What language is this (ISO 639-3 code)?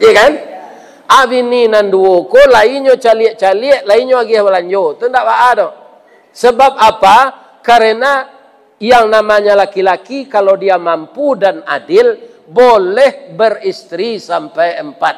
min